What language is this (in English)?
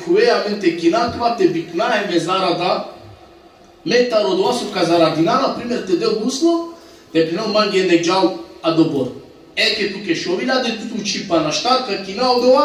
Balkan Romani